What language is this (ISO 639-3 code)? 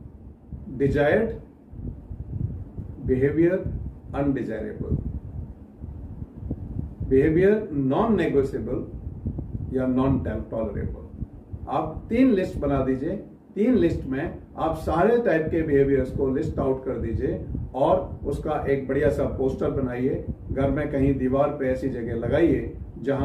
hin